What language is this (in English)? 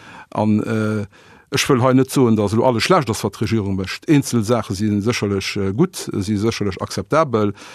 Luxembourgish